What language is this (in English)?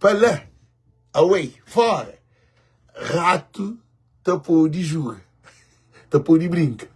Kabuverdianu